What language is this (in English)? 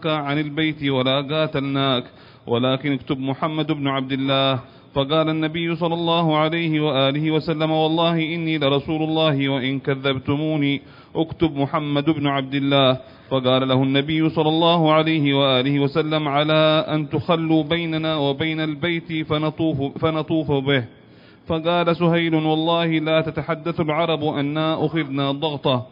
Arabic